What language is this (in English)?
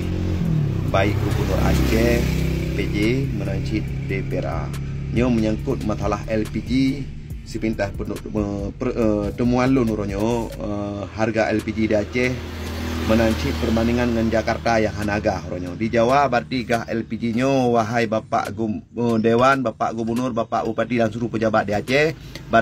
Achinese